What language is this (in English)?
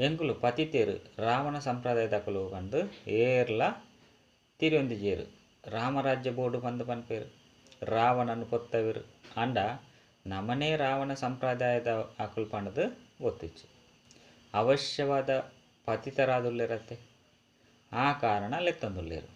Tulu